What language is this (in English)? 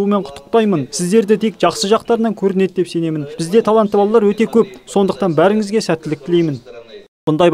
Kazakh